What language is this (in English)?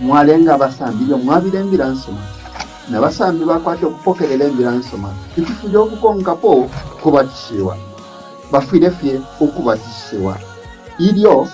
Bemba